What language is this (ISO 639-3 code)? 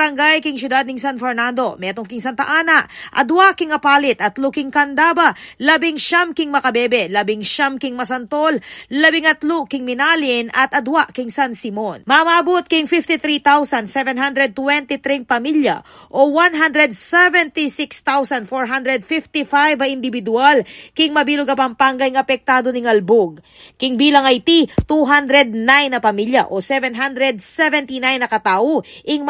pam